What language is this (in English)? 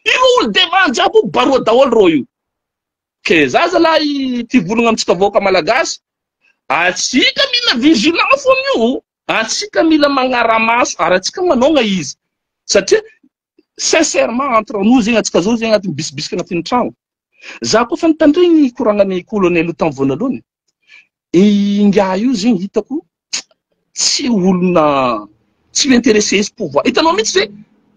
Malagasy